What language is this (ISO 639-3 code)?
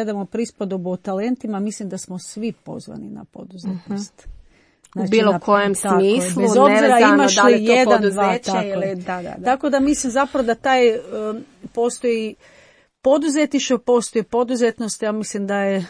hrv